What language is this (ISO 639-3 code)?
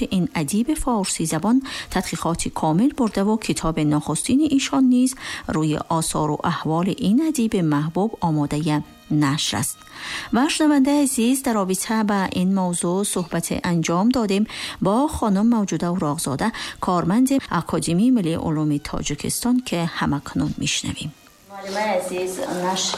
fas